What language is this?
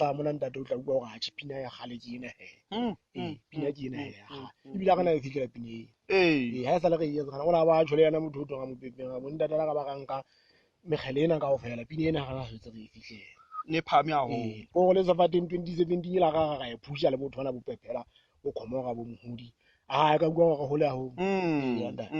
Southern Sotho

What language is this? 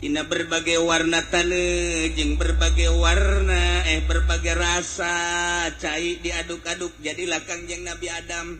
Sundanese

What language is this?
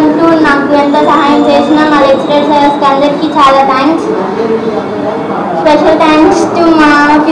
Telugu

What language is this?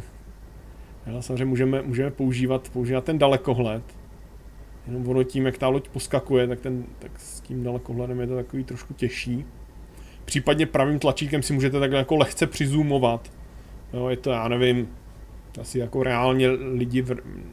Czech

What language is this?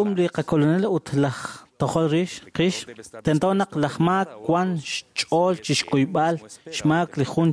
Kekchí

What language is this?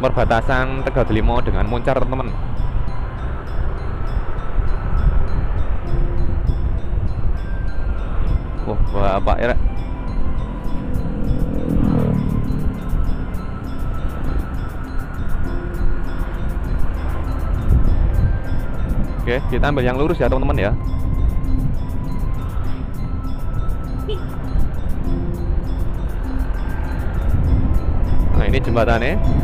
Indonesian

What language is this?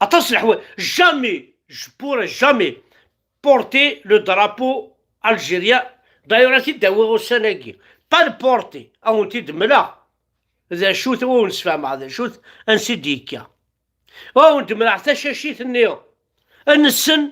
Kabyle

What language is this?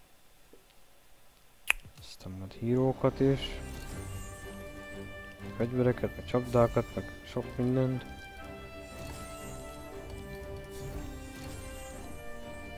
Hungarian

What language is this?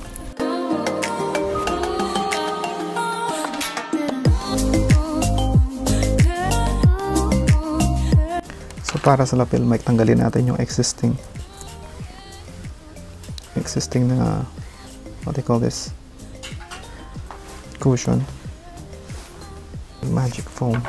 Filipino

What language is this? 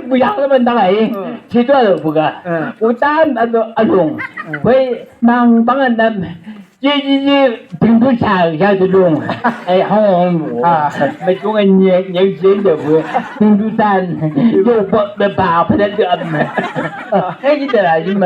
Chang Naga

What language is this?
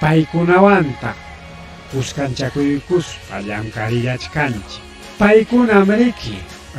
Ayacucho Quechua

